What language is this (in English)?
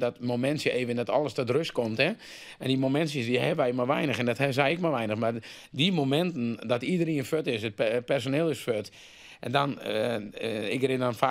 Western Frisian